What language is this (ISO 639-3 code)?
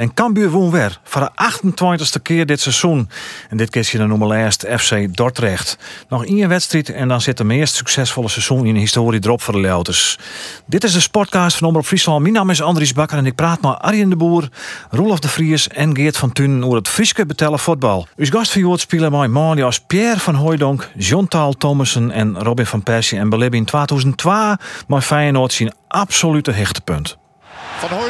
fry